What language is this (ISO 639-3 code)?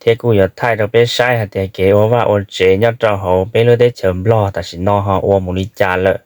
hmn